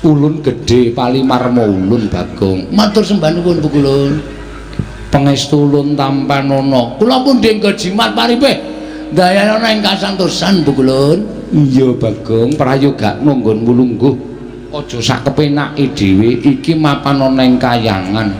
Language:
Javanese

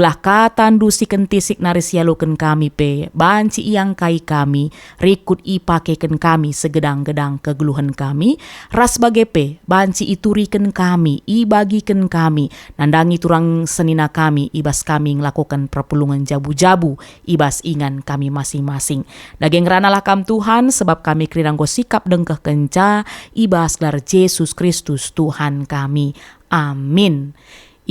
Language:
Batak Karo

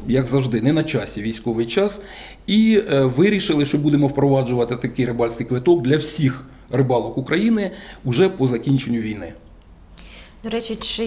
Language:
Ukrainian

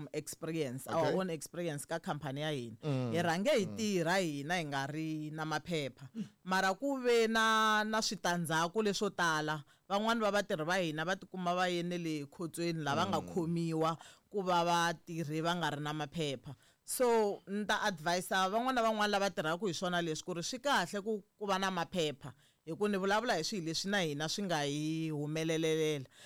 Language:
Tsonga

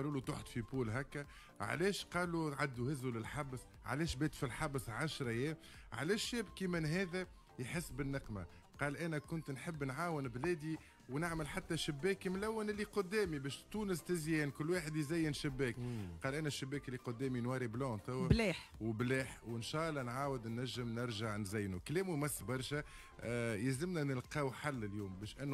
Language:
Tunisian Arabic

